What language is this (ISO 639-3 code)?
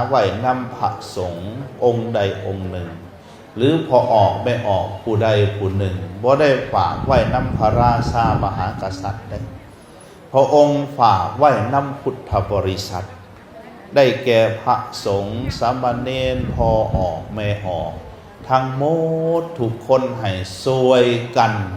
lao